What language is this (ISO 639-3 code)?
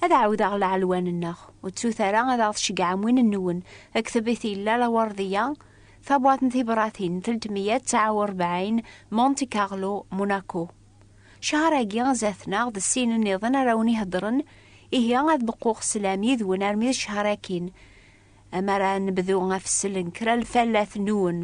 kab